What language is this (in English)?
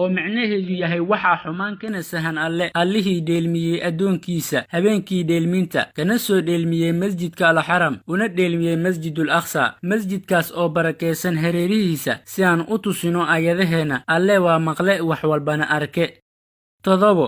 Somali